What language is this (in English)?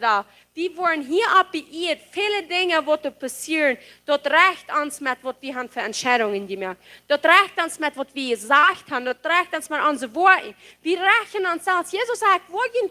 Plautdietsch